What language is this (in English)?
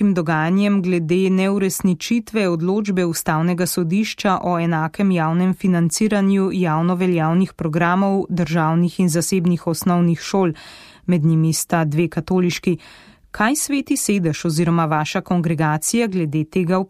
Slovenian